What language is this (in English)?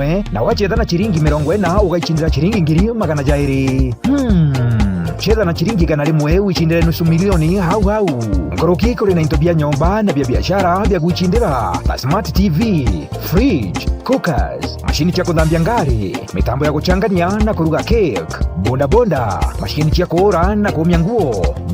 Meru